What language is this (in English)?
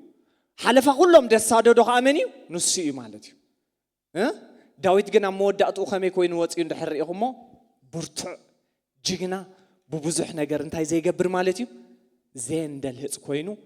Tigrinya